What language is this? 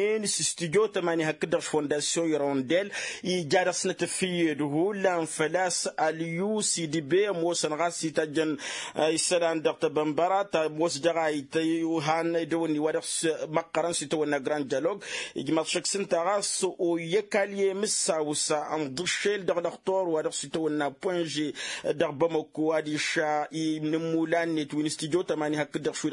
Tamasheq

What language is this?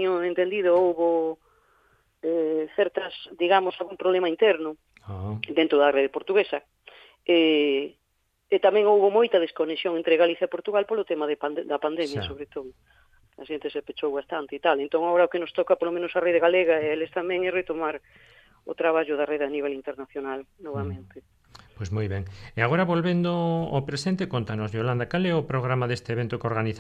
Galician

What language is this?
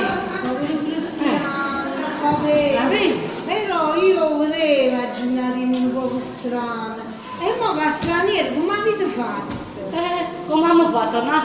Neapolitan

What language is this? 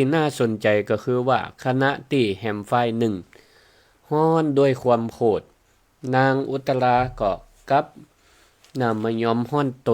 Northern Thai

